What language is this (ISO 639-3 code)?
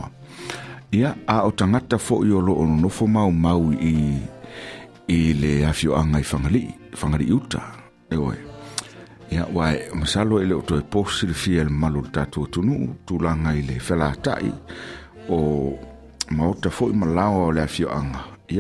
smo